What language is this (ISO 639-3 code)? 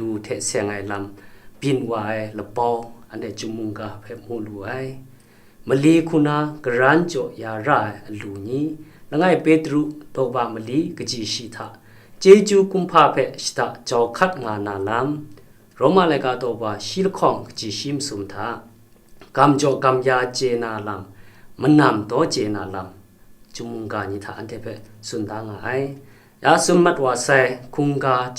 kac